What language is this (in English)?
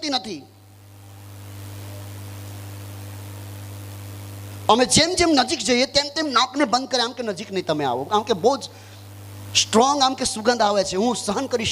Gujarati